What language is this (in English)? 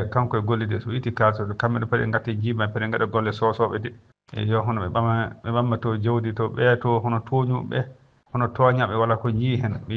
Fula